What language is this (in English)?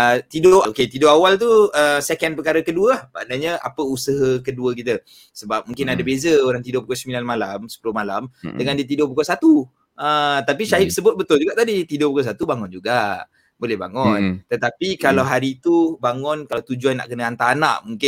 Malay